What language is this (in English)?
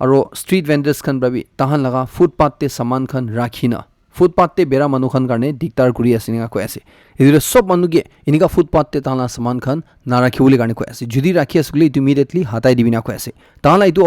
Naga Pidgin